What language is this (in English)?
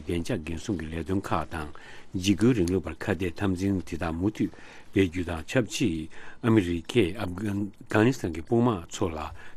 Tibetan